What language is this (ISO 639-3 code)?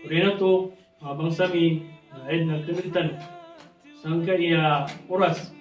mrw